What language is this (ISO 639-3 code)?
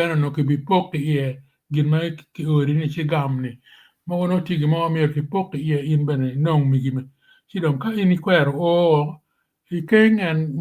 ach